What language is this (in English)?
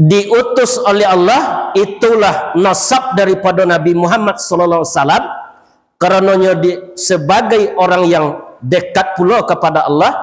Minangkabau